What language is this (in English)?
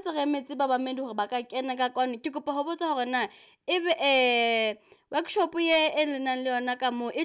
Southern Sotho